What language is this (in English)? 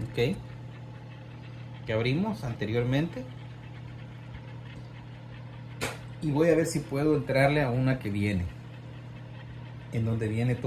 Spanish